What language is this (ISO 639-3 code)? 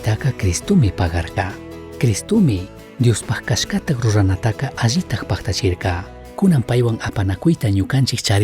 qug